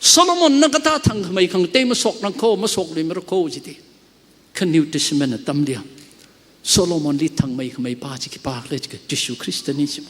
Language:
Tangkhul Naga (India)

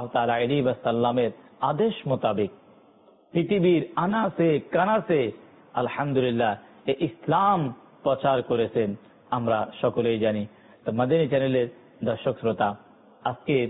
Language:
Bangla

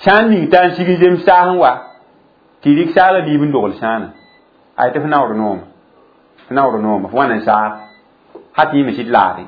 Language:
Mossi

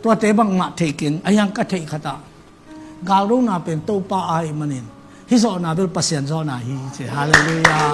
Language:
Tedim Chin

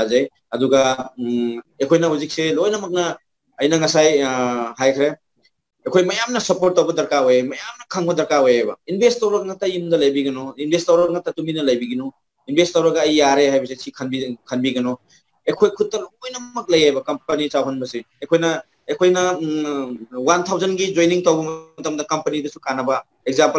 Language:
Manipuri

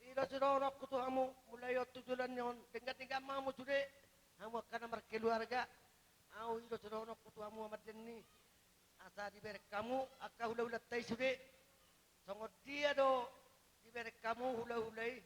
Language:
Batak Toba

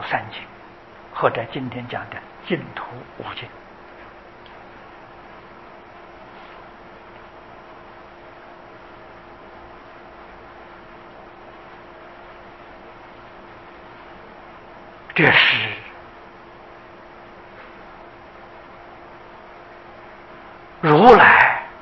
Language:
Chinese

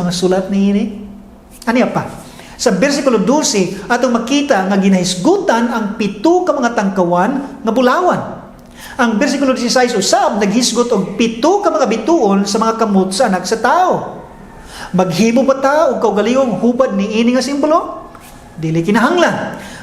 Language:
Cebuano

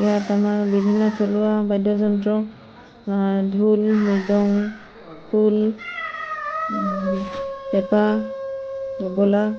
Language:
Assamese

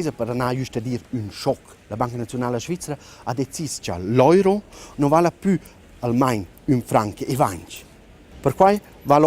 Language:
Romansh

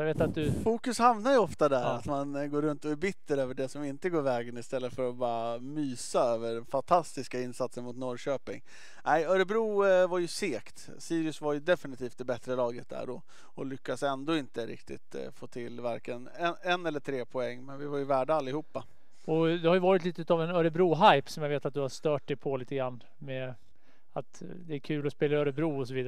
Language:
Swedish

